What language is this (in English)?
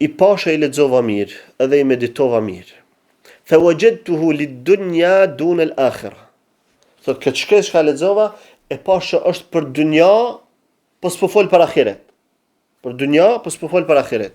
Albanian